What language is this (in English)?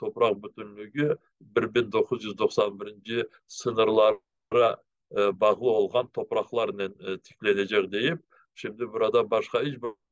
Crimean Tatar